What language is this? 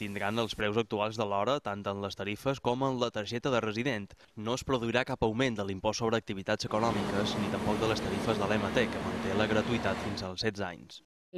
Catalan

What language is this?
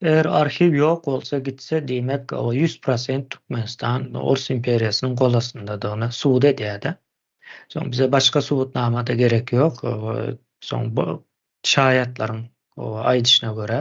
Turkmen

